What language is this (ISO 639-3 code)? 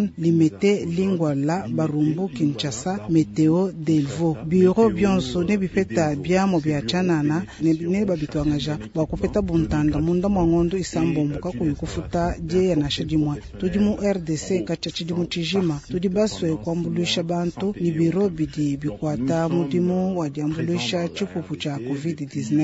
lua